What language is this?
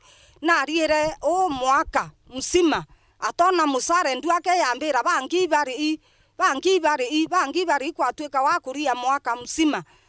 Meru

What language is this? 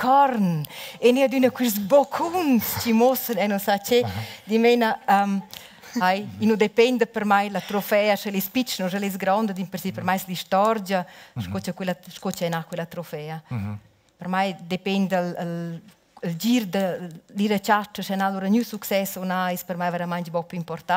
Romansh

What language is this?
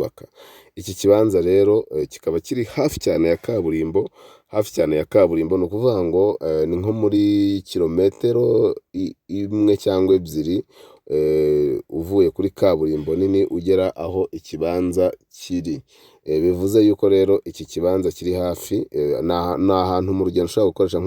Kinyarwanda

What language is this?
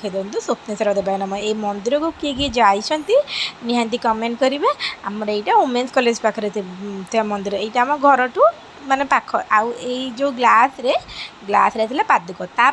Odia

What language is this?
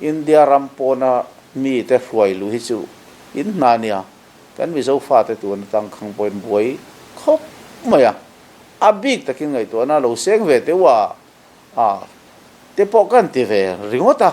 Mizo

